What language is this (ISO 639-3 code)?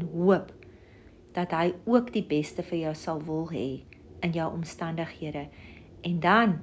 afr